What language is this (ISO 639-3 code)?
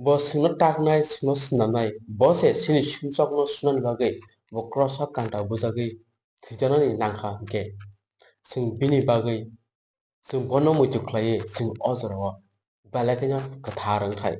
trp